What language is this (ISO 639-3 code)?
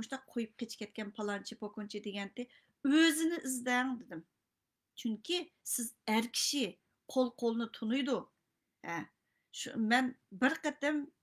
uig